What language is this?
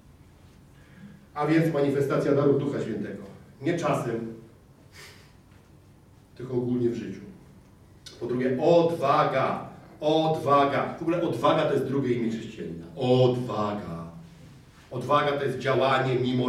Polish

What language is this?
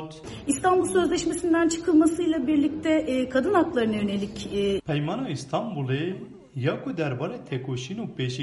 Kurdish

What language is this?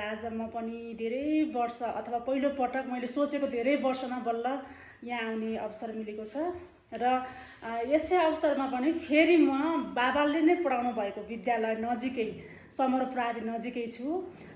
Nepali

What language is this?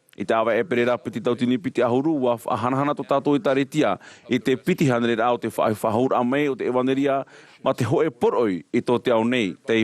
Tahitian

